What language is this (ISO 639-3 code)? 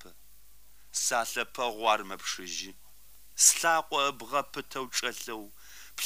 kbd